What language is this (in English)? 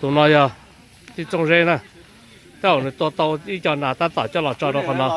Hmong